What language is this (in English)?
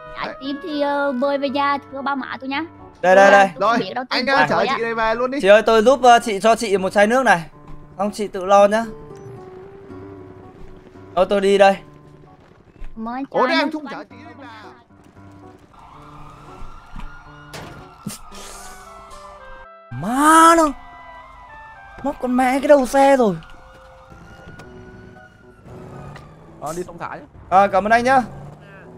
Vietnamese